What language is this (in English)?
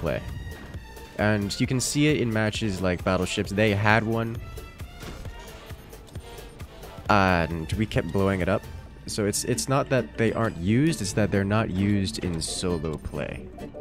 English